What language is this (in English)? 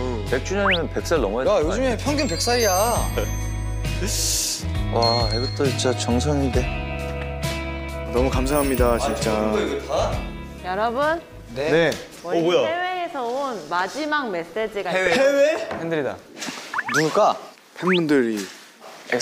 Korean